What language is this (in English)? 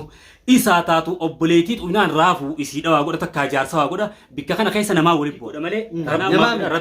Oromo